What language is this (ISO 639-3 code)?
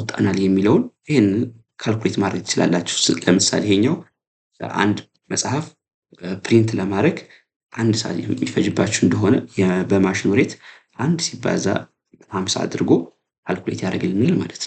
amh